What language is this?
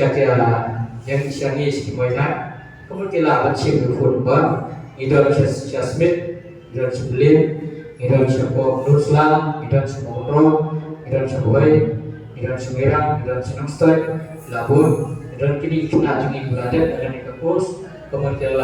Khasi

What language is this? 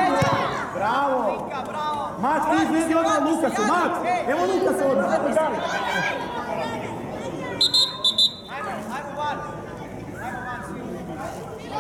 Croatian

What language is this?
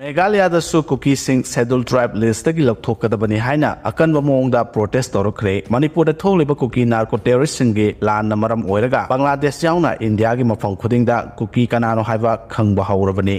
Manipuri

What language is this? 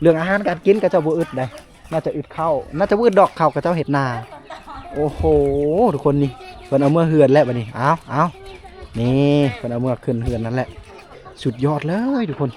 Lao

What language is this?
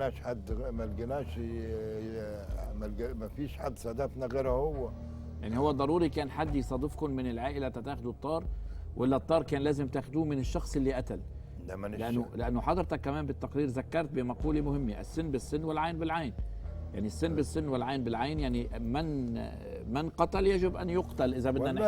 Egyptian Arabic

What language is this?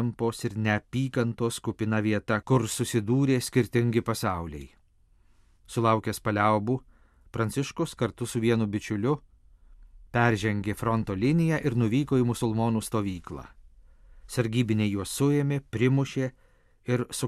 Lithuanian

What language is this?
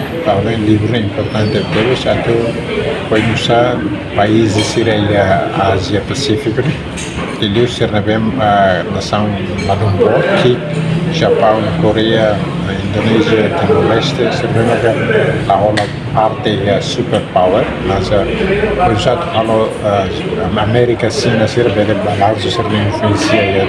Tetum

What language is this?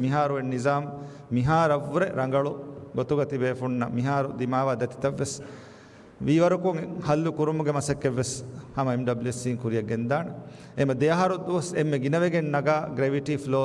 Divehi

